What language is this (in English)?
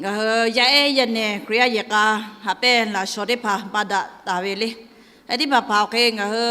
Lahu